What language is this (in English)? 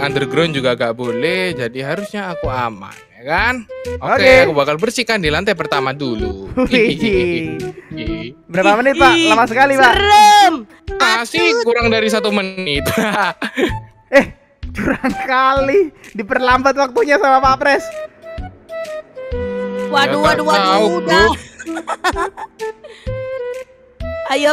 Indonesian